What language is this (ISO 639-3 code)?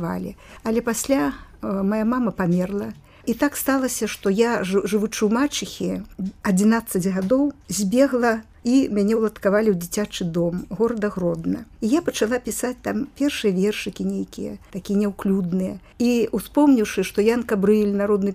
bel